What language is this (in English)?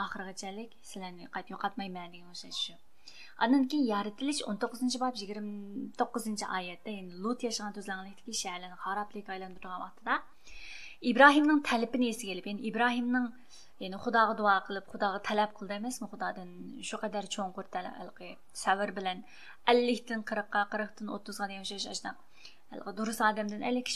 Uyghur